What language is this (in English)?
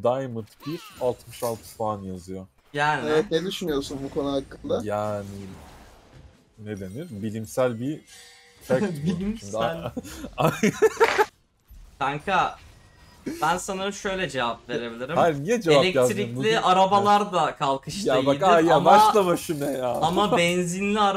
Turkish